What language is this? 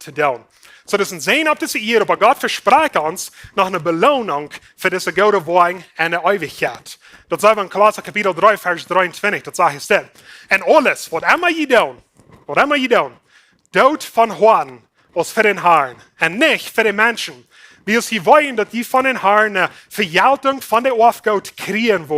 Plautdietsch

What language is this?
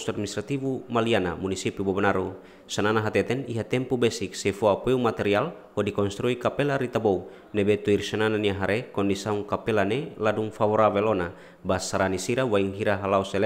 Tetum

